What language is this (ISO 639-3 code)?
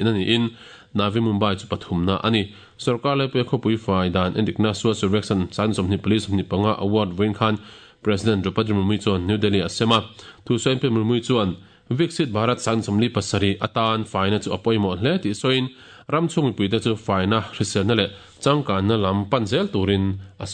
lus